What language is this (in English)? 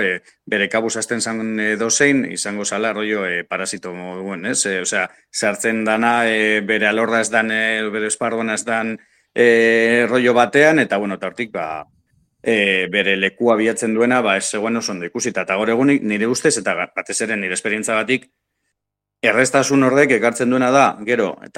Basque